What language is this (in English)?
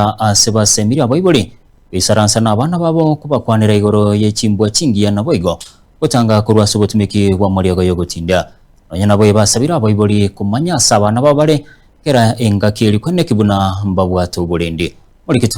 Gusii